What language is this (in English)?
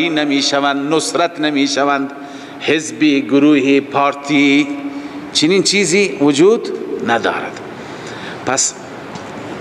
Persian